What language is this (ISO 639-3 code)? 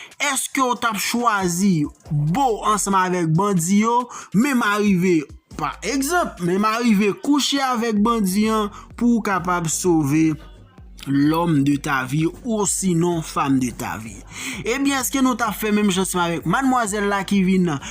hat